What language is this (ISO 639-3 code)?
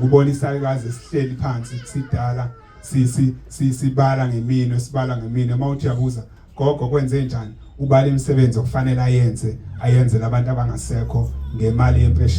zul